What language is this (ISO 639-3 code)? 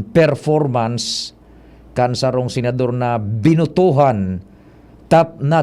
bik